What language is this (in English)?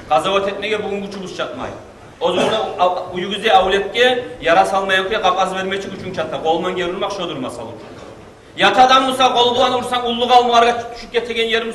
Kumyk